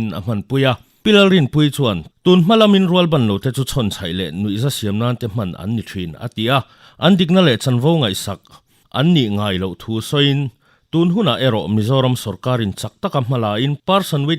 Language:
Mizo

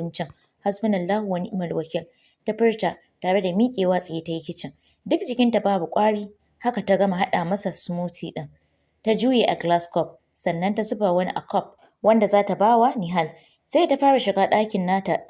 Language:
Hausa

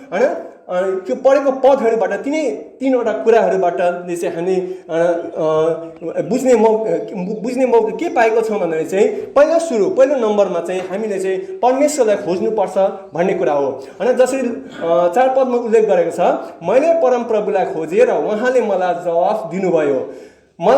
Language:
Nepali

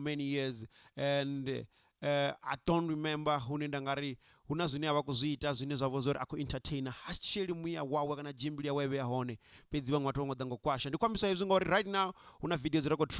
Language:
Venda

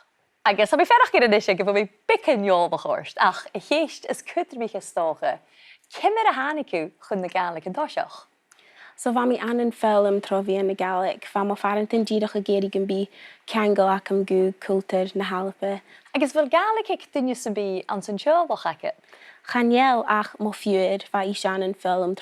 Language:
Scottish Gaelic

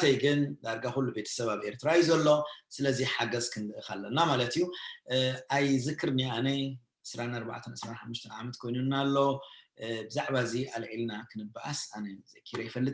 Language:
Tigrinya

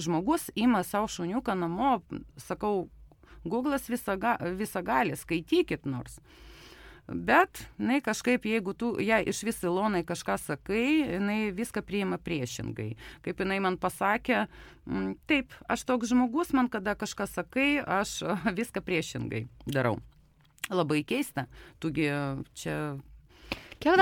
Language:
Lithuanian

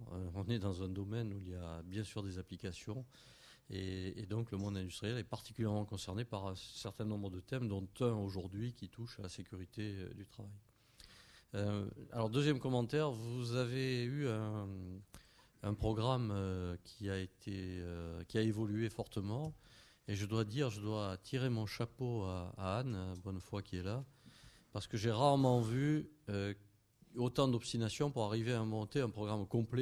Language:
French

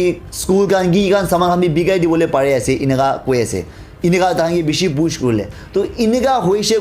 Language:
Naga Pidgin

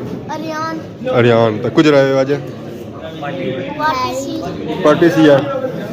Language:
Pahari-Potwari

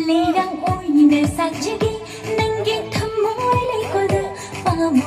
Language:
Manipuri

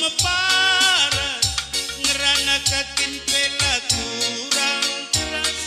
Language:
Batak Karo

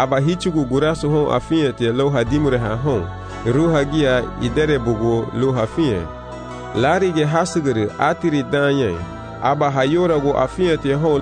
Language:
Garifuna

